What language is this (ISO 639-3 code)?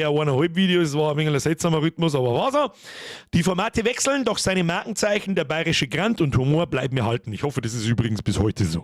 bar